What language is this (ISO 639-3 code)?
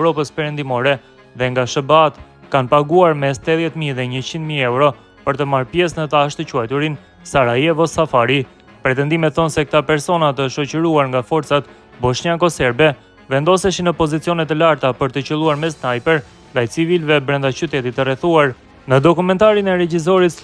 sqi